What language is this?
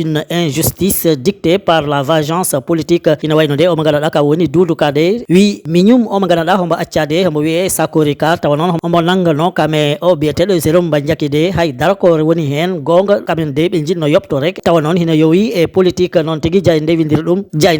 Fula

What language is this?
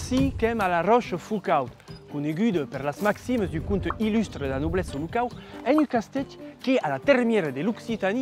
Occitan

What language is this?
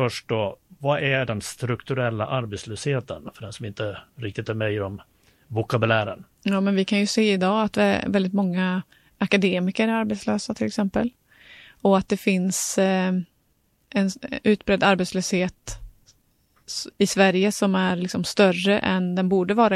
Swedish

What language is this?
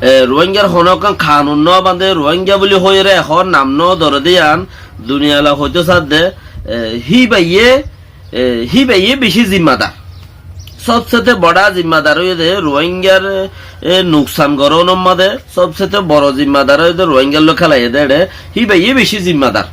Rohingya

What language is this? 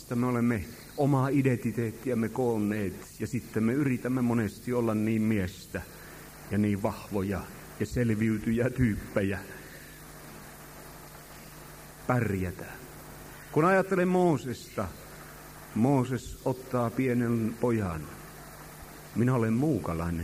Finnish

